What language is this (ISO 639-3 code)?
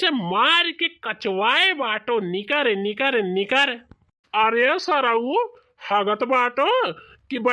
bho